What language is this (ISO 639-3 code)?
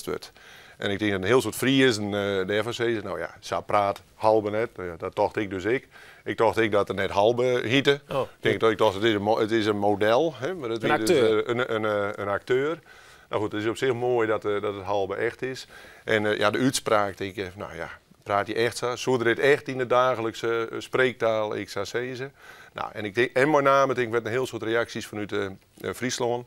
fry